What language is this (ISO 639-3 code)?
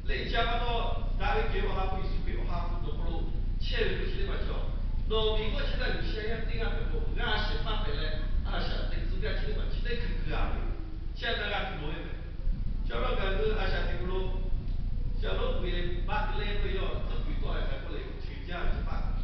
lhu